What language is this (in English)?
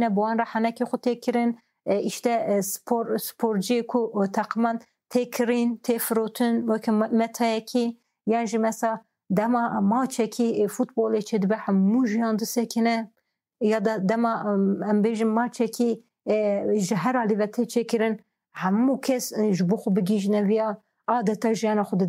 Kurdish